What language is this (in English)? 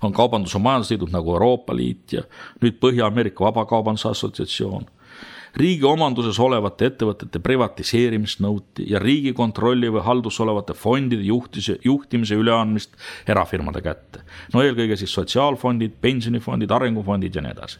Estonian